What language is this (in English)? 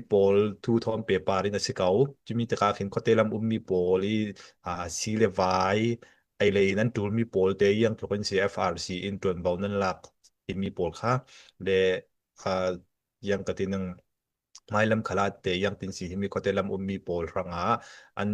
Falam Chin